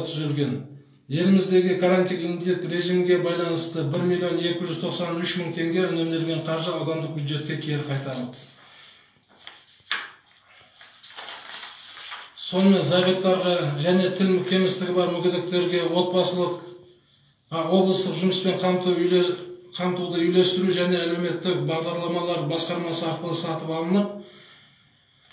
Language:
Kazakh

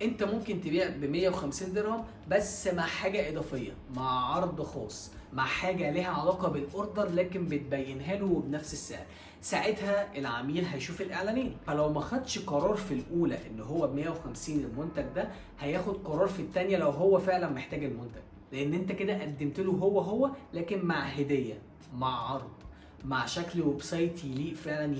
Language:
Egyptian Arabic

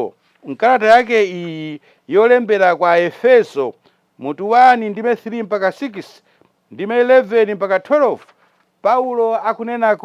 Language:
Nyanja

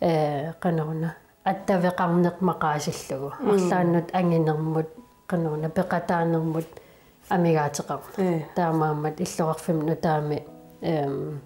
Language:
Kalaallisut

